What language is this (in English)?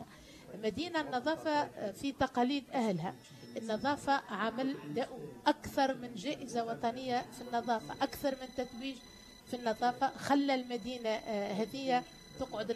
Tunisian Arabic